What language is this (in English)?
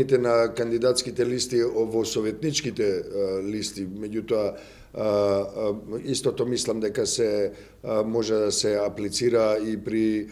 Macedonian